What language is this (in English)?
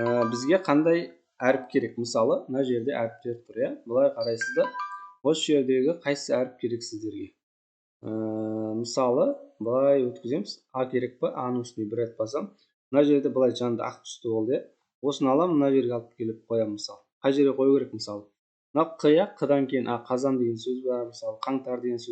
Kazakh